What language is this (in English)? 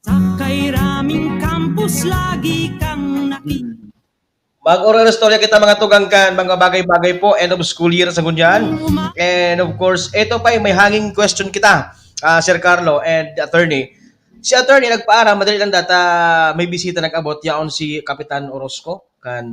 Bikol